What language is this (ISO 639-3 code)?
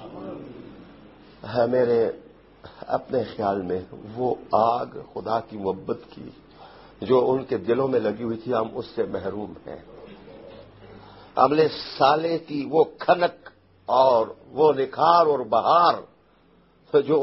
urd